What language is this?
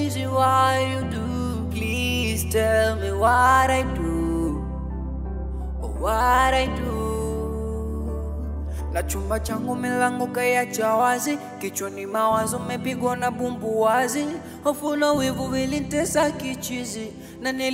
Swahili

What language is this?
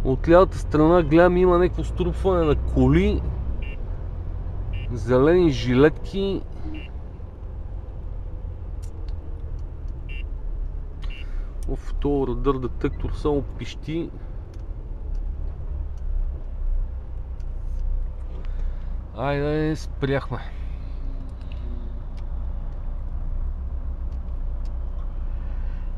Bulgarian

